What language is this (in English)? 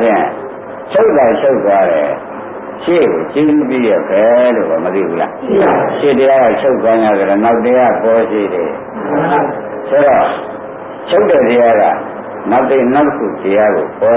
Burmese